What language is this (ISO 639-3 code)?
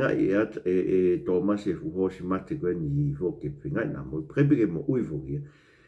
ton